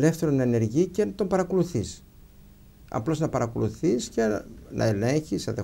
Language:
Greek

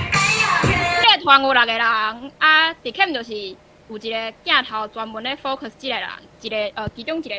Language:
Min Nan Chinese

